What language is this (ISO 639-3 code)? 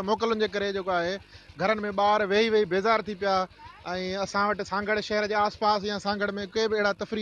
snd